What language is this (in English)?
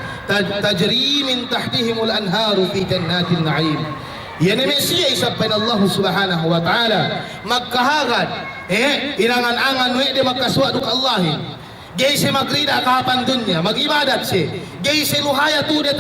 Yakan